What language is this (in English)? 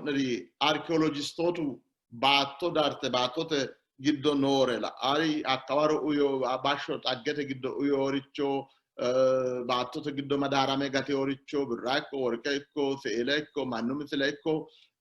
Sidamo